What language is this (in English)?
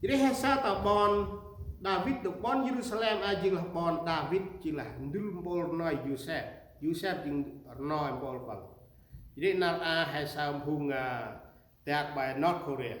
Central Mnong